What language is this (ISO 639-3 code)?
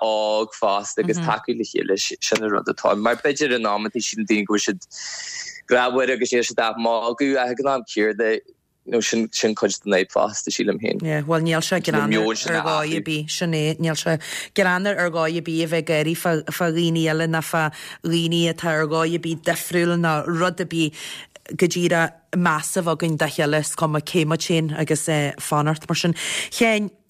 gle